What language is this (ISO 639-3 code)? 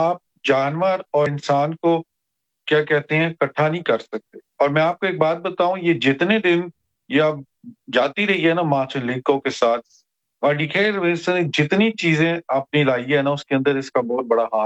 urd